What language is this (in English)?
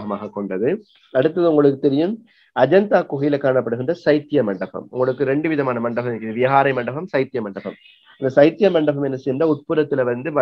Tamil